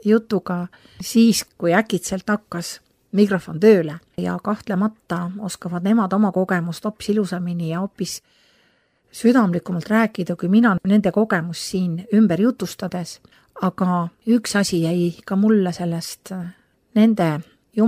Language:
Estonian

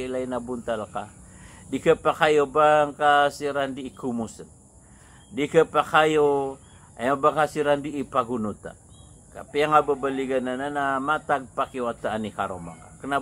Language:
Maranao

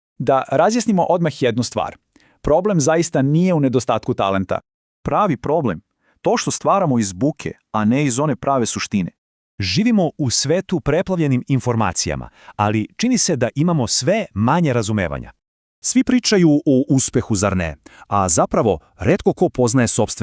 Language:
Serbian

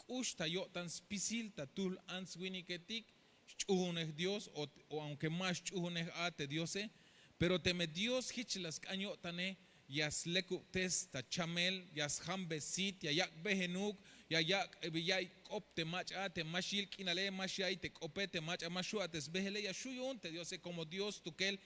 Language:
Tzeltal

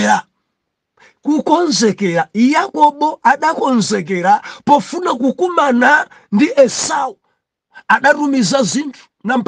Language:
Nyanja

